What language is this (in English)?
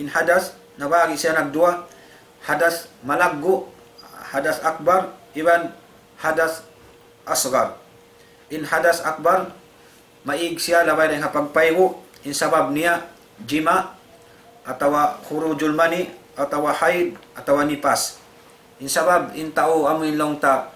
Tausug